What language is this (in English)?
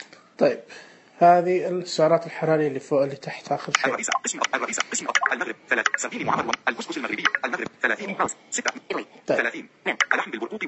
Najdi Arabic